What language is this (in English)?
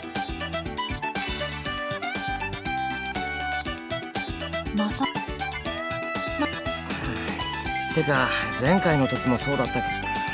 Japanese